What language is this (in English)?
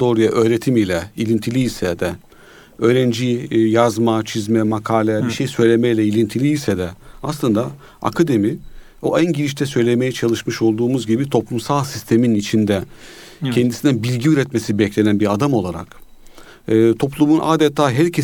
Turkish